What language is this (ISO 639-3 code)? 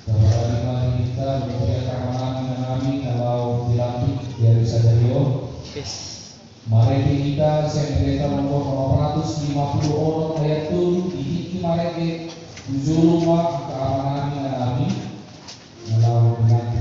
bbc